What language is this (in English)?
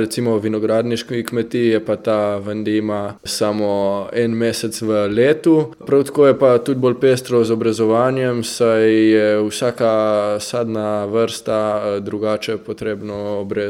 Slovenian